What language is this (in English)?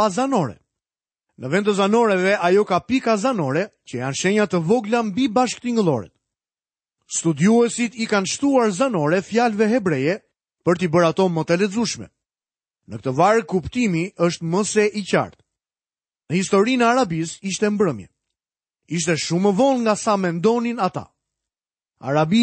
Albanian